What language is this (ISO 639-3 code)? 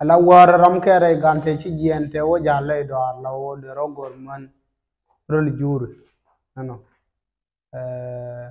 nus